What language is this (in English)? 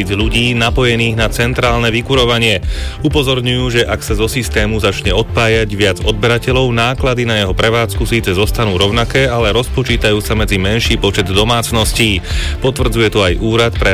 Slovak